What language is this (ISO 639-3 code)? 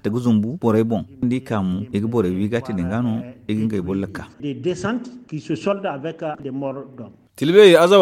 dje